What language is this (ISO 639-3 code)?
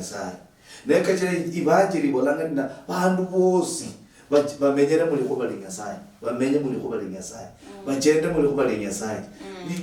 luy